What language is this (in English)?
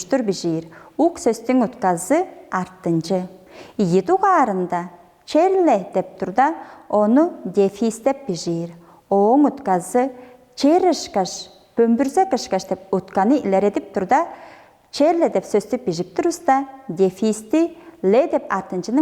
Tuvinian